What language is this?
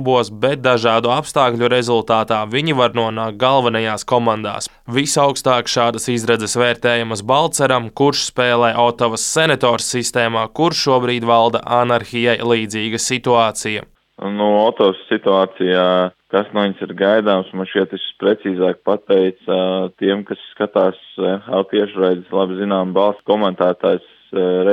Latvian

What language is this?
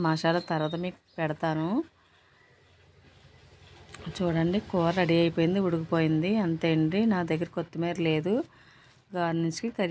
Telugu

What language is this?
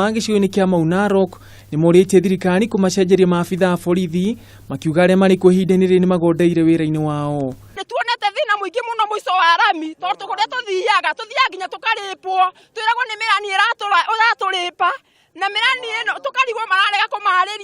Kikuyu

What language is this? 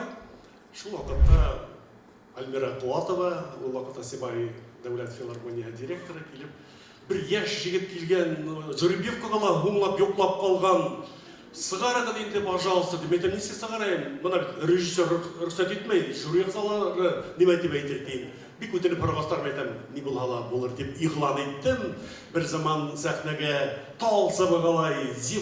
Bashkir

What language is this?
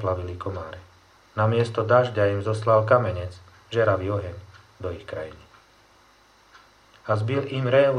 Slovak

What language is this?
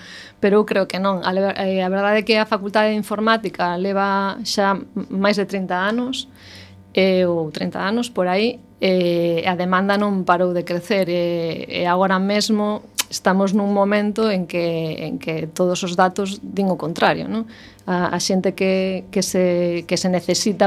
Galician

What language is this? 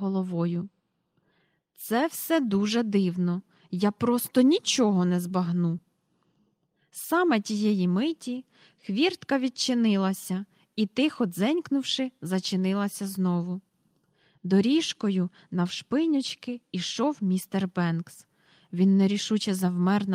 Ukrainian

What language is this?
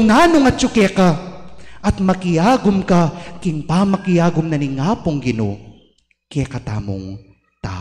Pampanga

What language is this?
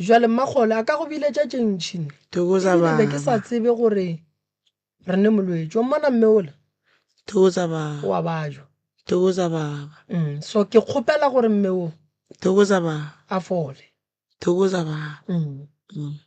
Northern Sotho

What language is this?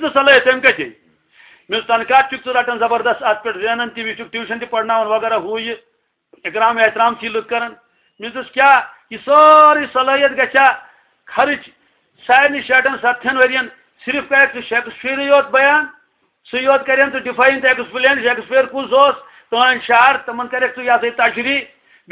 Kashmiri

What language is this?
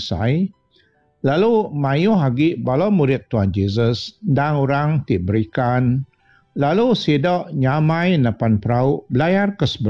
Iban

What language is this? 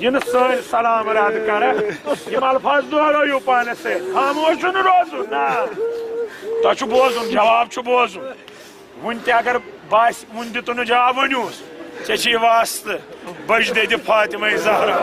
Kashmiri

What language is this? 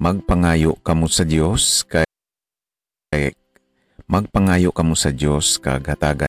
Hiligaynon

